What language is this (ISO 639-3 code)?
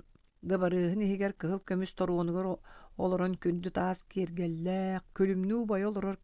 sah